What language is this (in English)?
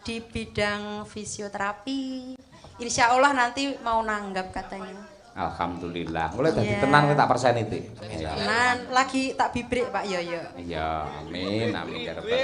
Javanese